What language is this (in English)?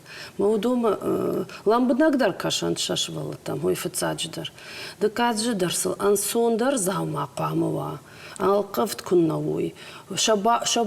Ossetic